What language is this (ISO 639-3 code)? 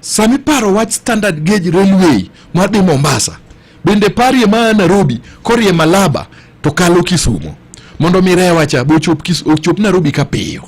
luo